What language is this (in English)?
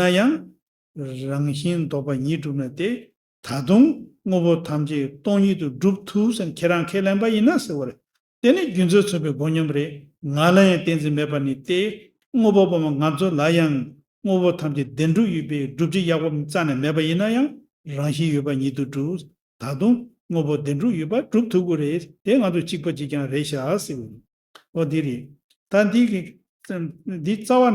Tibetan